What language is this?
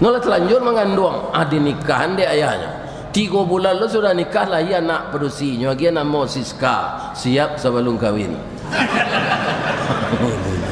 Minangkabau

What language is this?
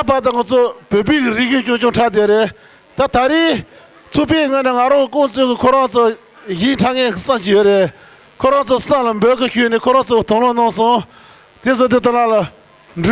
Tibetan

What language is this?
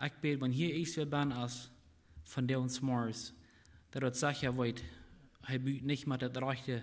Plautdietsch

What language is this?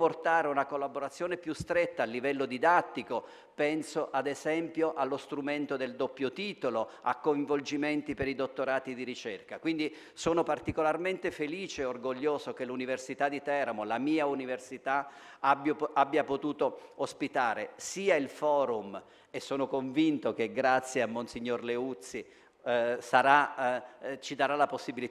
Italian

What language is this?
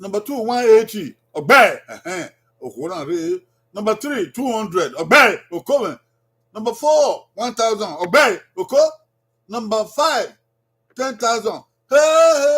Bini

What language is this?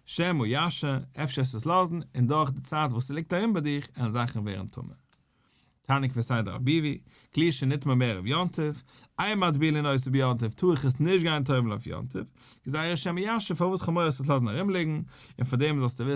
Yiddish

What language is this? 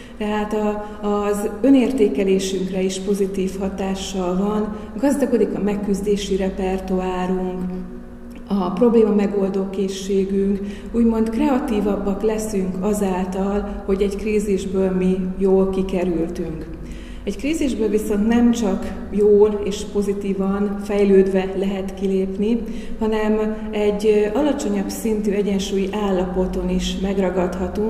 Hungarian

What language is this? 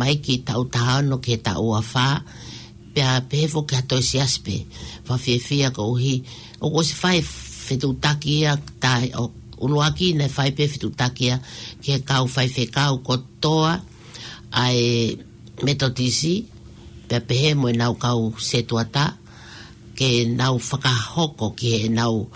Tongan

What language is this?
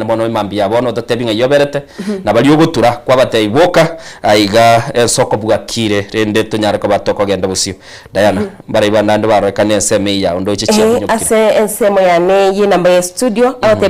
Gusii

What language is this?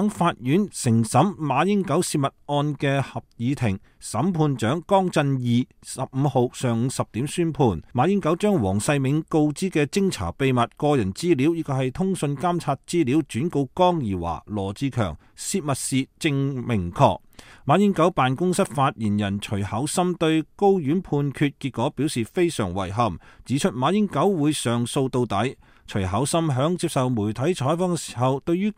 Cantonese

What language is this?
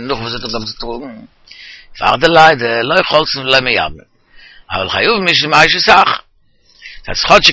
Yiddish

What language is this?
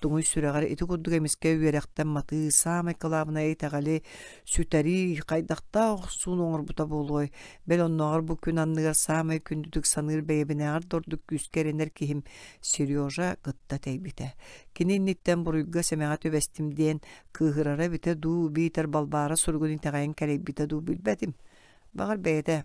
Yakut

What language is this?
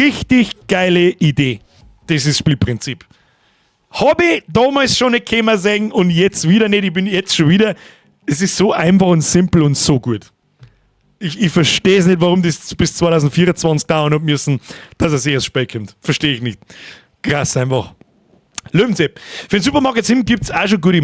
Bavarian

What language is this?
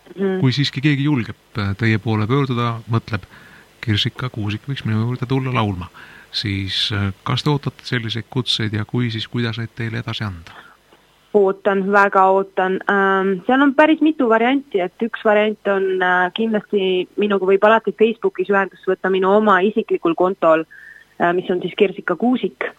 Estonian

